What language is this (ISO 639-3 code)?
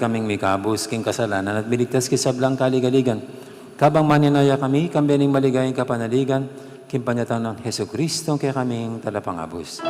pam